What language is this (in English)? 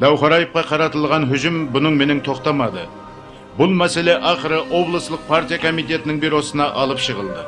Kara-Kalpak